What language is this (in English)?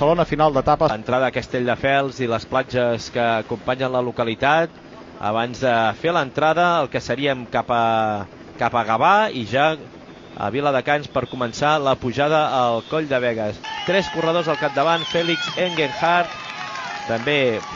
Catalan